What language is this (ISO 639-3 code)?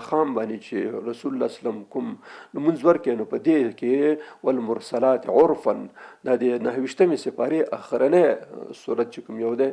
pus